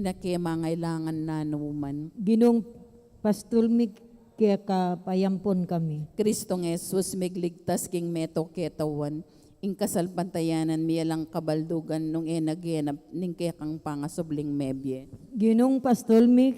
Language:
Pampanga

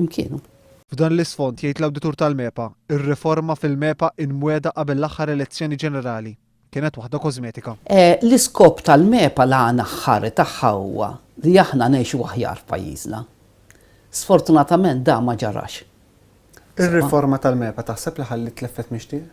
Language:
Maltese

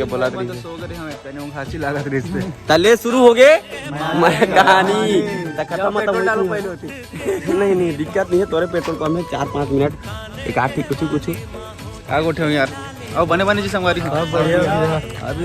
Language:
Chhattisgarhi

